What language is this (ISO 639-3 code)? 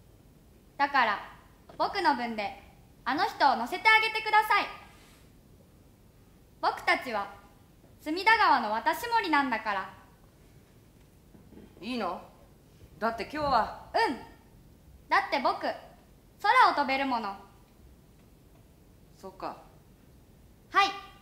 jpn